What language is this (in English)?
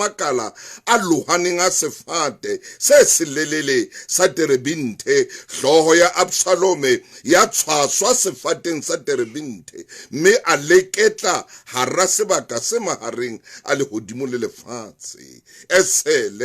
Southern Sotho